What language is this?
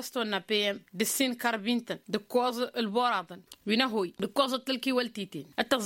Tamasheq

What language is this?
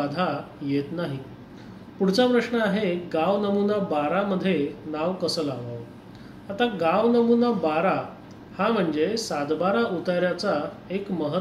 Marathi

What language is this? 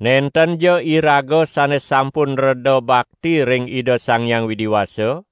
Balinese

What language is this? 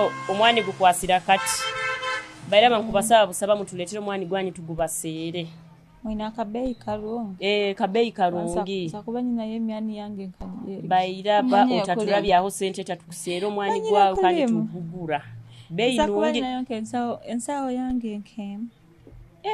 Nyoro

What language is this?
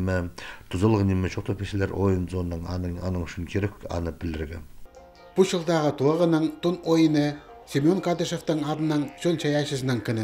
Khakas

